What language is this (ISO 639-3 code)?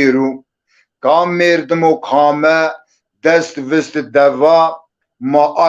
zza